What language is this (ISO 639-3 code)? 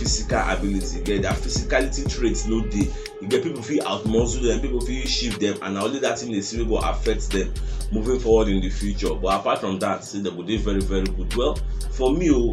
pcm